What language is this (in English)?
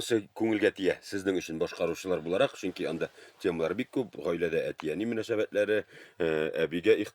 Tatar